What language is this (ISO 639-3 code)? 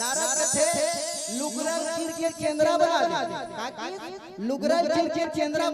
hne